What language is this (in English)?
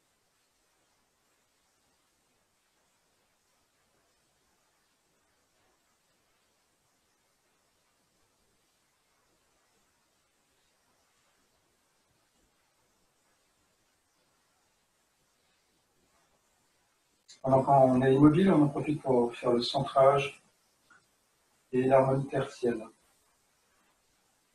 French